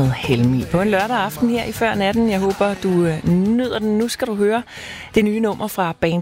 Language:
Danish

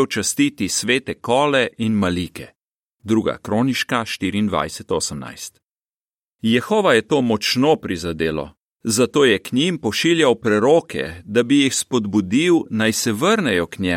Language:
Slovenian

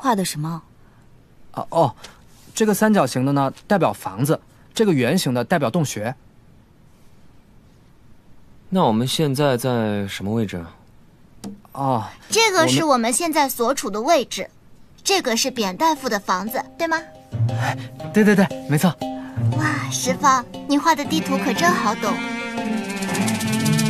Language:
Chinese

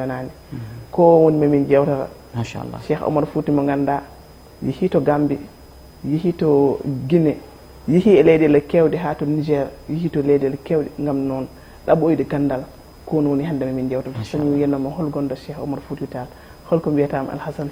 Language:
Fula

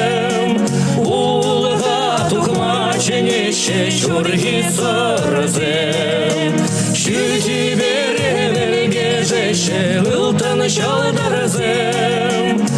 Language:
Chuvash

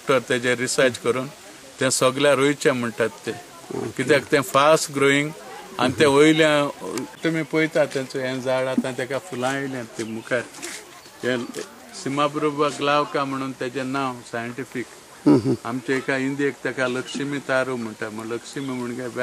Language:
Konkani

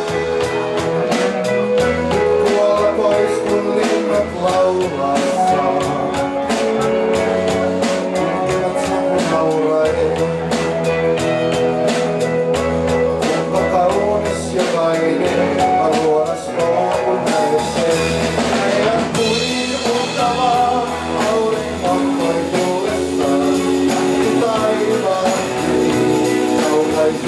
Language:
Finnish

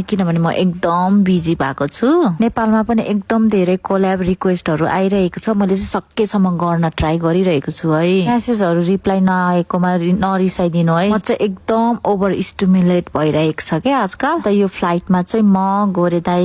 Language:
Nepali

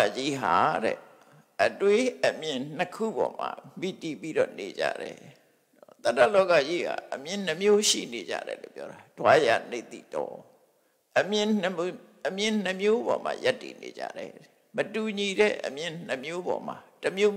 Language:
Burmese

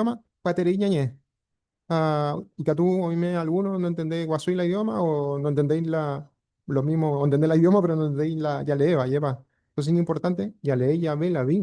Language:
Guarani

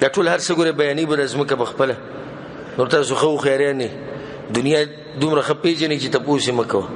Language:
Pashto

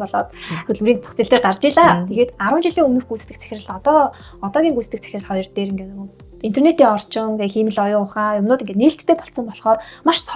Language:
Mongolian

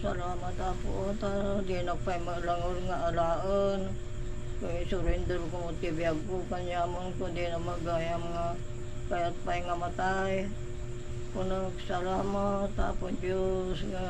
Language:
Iloko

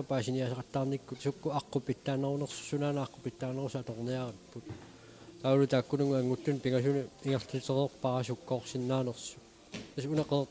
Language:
Kalaallisut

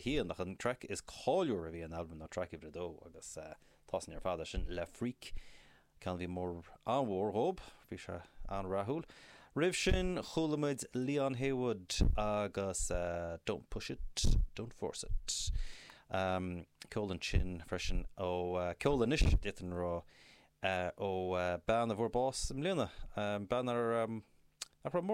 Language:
Irish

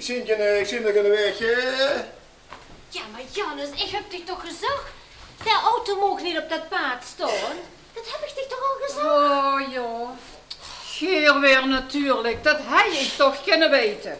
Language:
Limburgish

